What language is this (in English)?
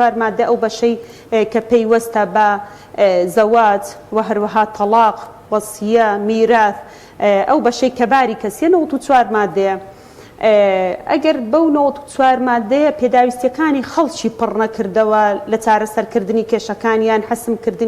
Central Kurdish